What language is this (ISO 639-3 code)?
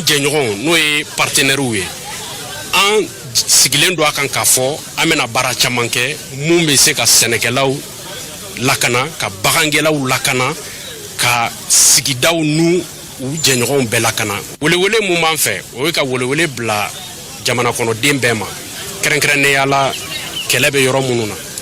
bam